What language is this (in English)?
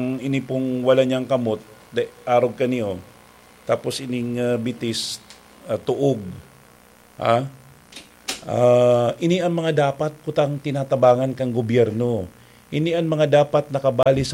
Bikol